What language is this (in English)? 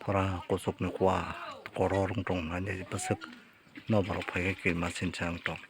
Kok Borok